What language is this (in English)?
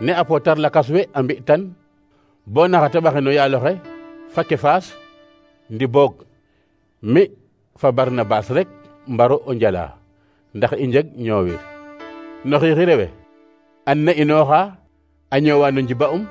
Serer